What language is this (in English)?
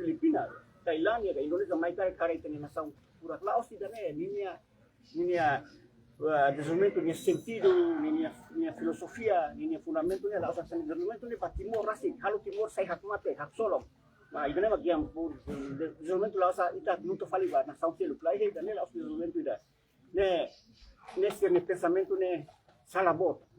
Tetum